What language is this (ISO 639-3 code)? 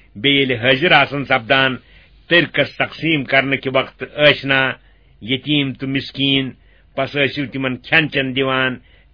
kas